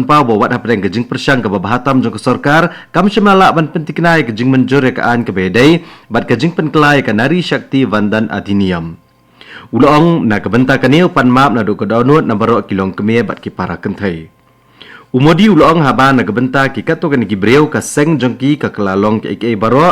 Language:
Khasi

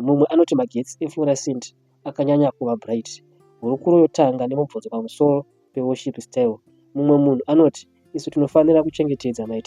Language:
Shona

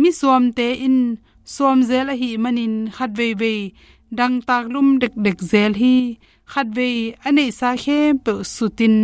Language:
Tedim Chin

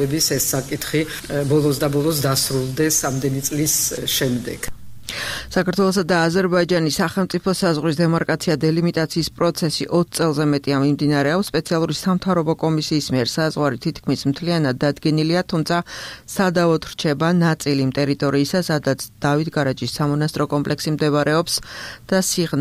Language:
Georgian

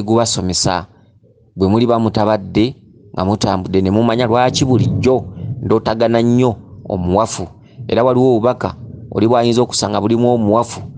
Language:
Ganda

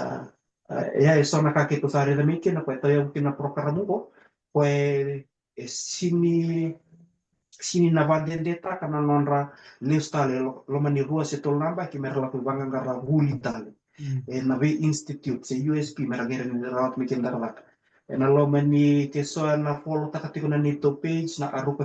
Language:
Fijian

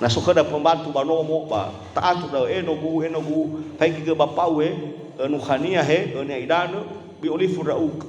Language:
Nias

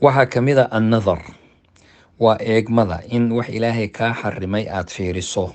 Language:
Somali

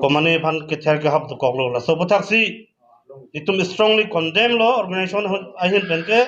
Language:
Karbi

